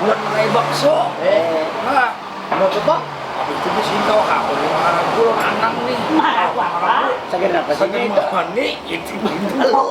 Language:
Banjar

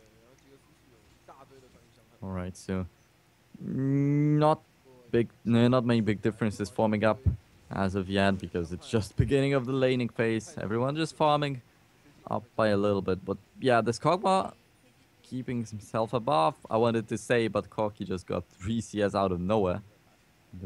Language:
English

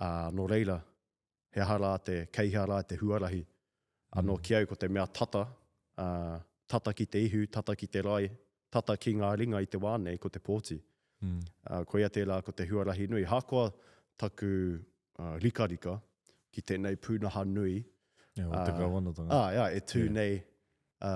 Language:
Māori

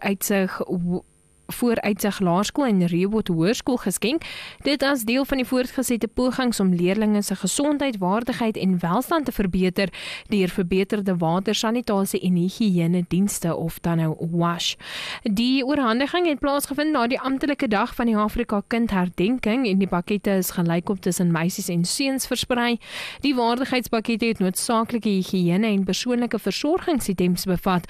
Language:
Afrikaans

